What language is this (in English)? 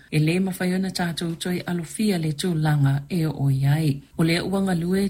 Samoan